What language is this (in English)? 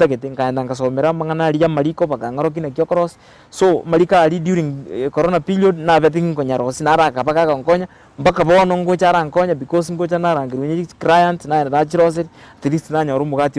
Gusii